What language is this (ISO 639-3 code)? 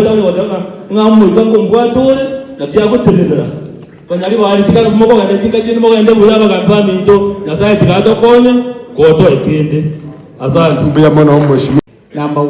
guz